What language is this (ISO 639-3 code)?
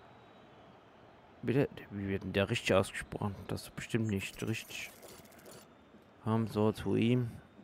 deu